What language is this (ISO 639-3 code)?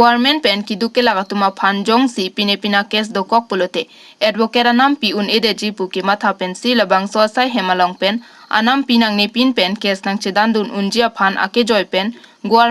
mjw